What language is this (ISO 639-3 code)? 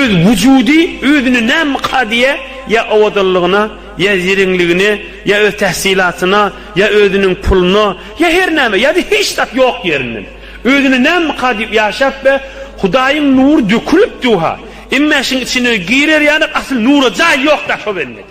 tuk